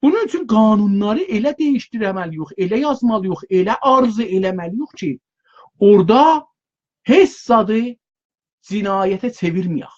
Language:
South Azerbaijani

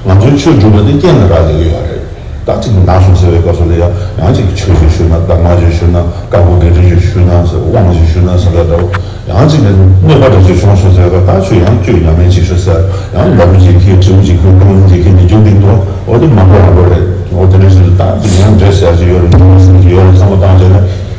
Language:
Tibetan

